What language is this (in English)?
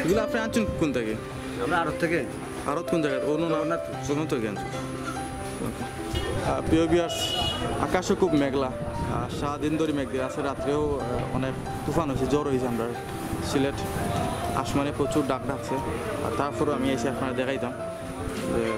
Sylheti